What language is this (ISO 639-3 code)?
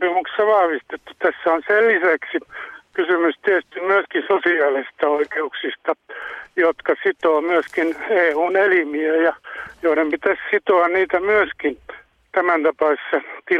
fin